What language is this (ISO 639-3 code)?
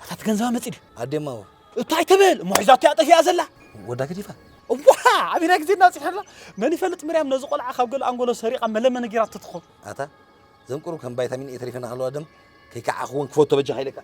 tir